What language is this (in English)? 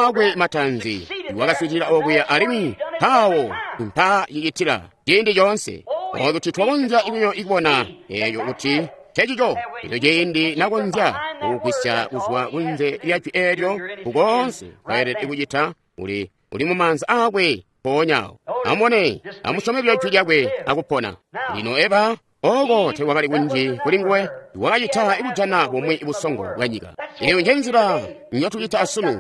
Tonga (Zambia)